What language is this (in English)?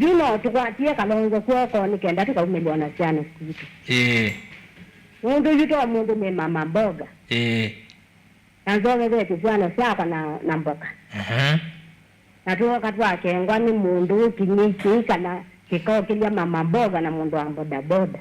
Kamba